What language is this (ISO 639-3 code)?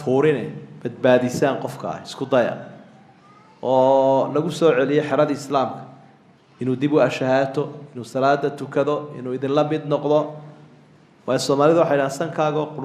som